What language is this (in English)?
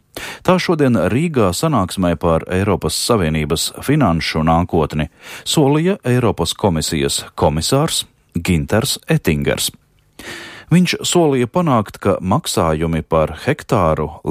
Latvian